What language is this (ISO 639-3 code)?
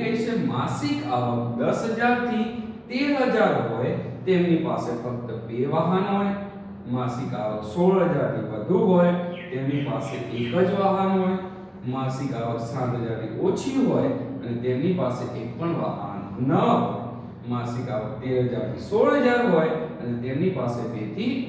guj